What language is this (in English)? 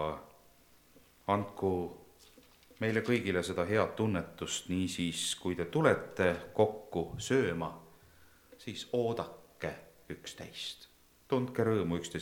Estonian